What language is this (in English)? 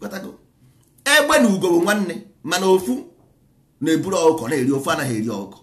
Igbo